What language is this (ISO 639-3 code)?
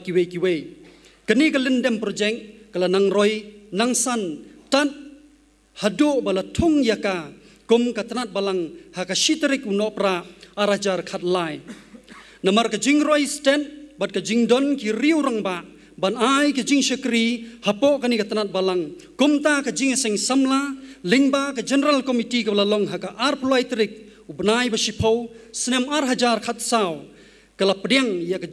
kha